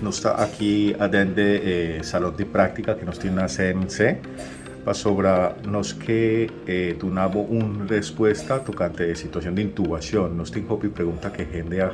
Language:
Papiamento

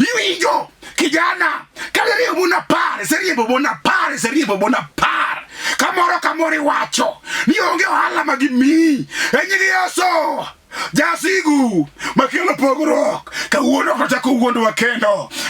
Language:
Luo (Kenya and Tanzania)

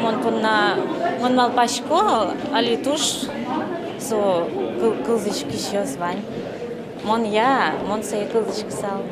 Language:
Udmurt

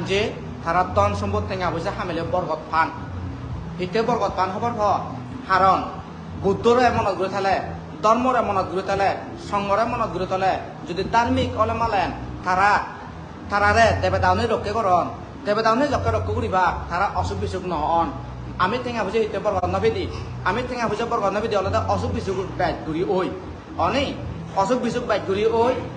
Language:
Chakma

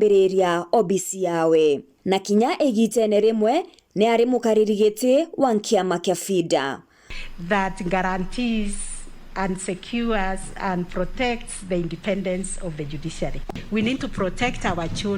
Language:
Meru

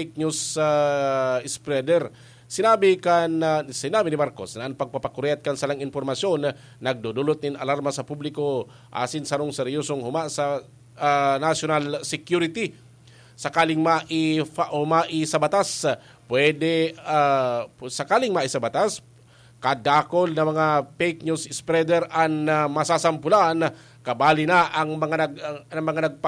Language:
Bikol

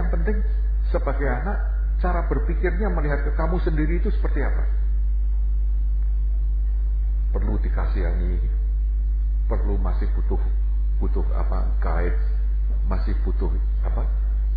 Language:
Indonesian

